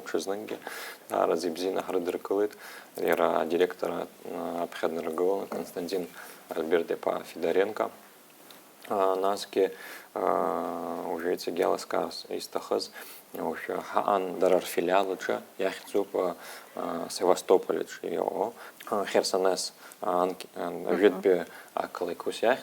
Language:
Abkhazian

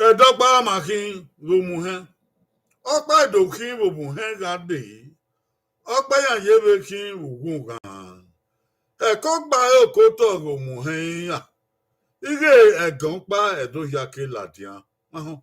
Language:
Bini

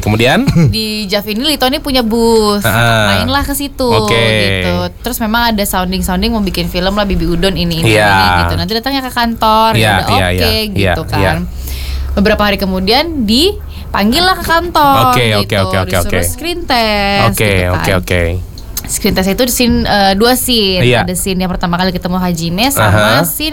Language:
Indonesian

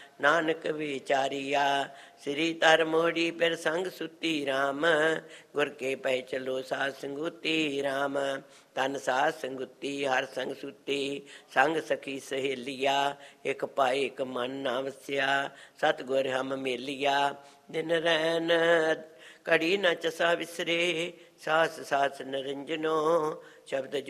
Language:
Punjabi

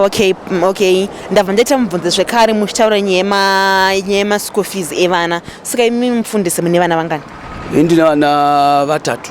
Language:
Shona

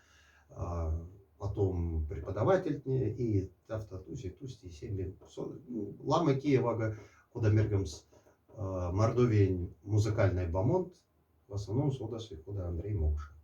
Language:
Moksha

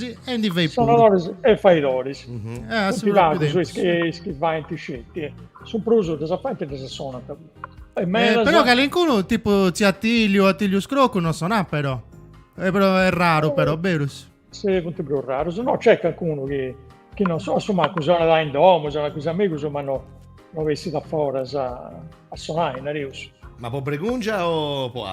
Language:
Sardinian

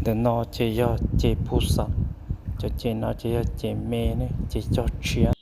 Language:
Hmong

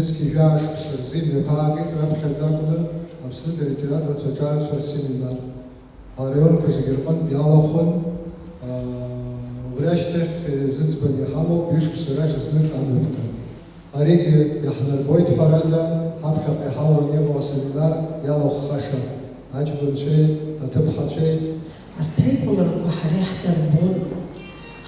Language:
Abkhazian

